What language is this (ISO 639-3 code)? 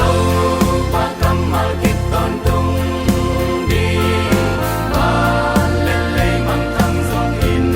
ctd